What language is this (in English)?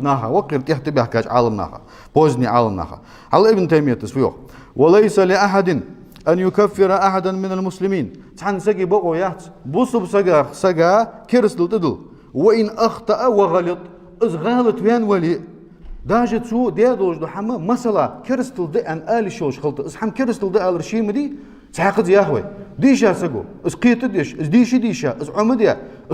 Ingush